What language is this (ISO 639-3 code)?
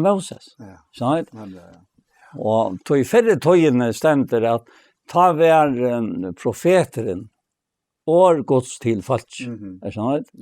fao